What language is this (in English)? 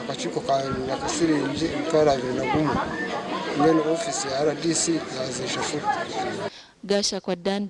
Nyankole